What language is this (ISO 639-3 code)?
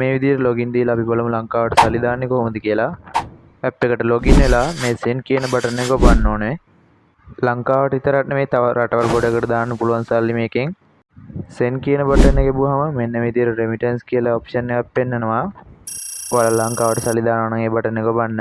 sin